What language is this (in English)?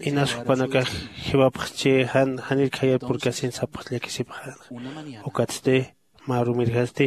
Aymara